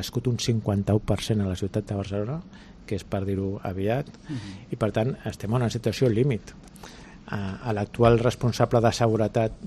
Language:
Catalan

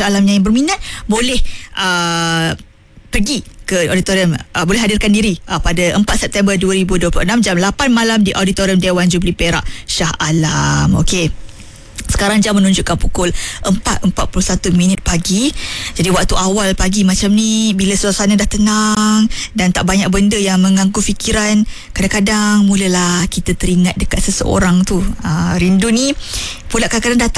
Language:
Malay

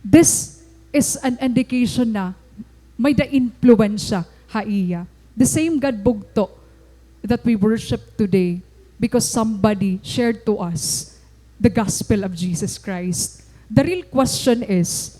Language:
Waray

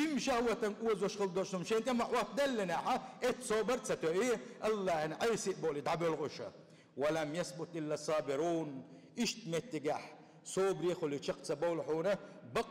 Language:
Chechen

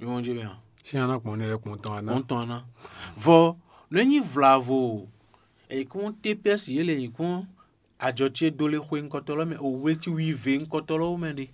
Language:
Fon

